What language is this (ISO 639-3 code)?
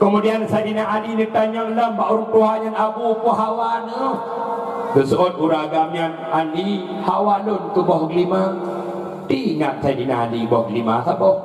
ace